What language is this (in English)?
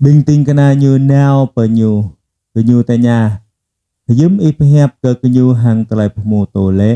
Jarai